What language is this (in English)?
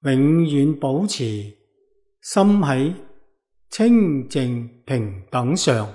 Cantonese